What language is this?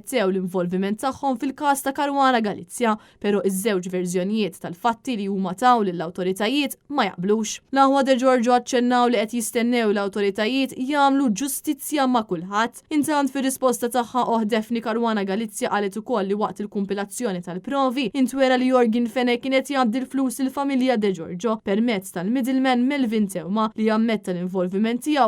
Maltese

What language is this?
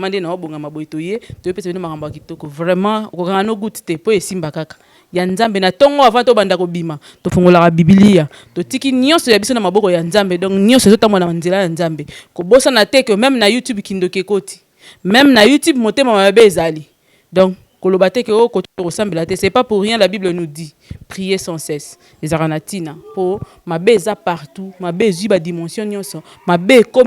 Lingala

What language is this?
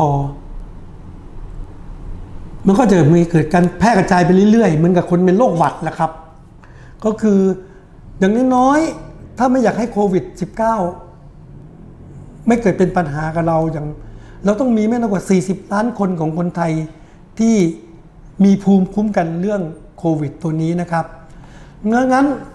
Thai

